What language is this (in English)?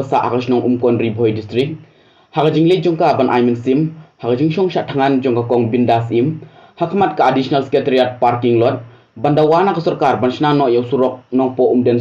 Khasi